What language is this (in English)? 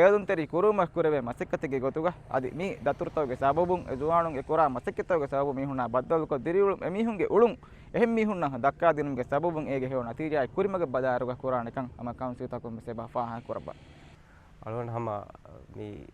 Divehi